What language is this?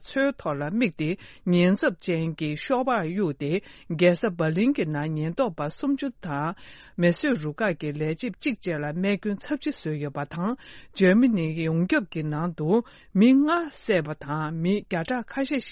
Tibetan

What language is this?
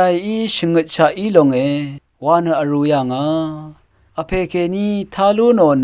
Rawang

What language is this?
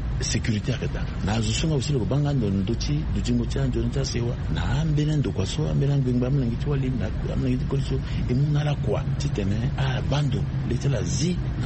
Sango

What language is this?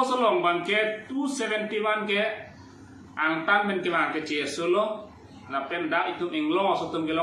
Karbi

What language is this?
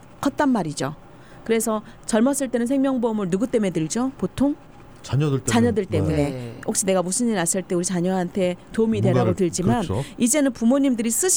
Korean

